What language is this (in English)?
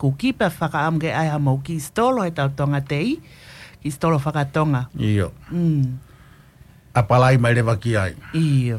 Tongan